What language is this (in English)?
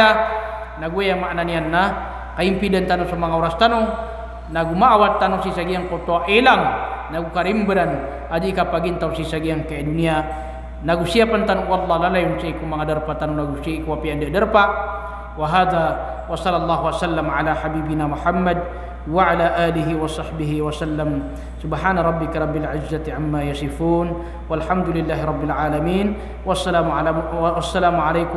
Maranao